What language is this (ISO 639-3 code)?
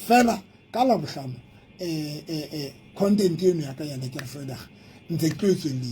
sot